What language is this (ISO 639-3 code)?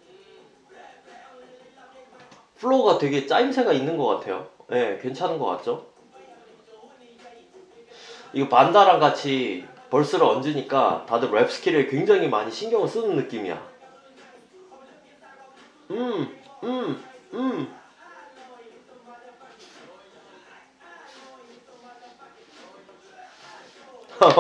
kor